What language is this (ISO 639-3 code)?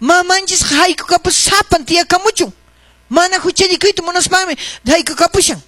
que